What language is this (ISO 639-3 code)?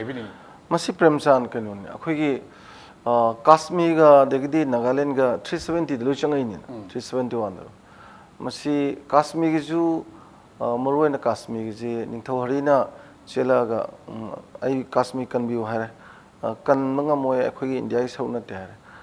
mni